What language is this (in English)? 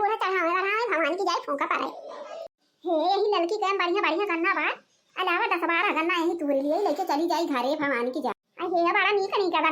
Awadhi